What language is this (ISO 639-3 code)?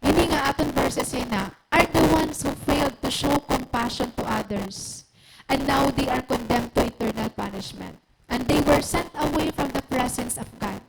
war